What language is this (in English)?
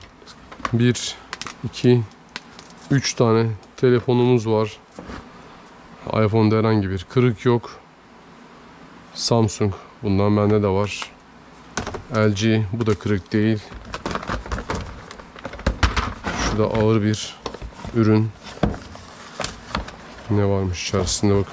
Turkish